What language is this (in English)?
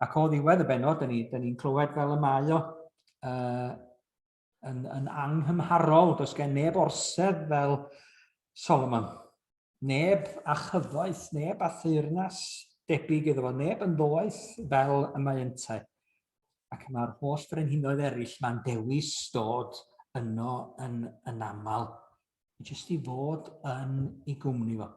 Welsh